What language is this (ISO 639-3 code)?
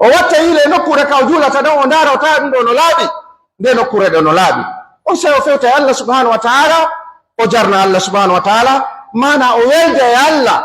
fuf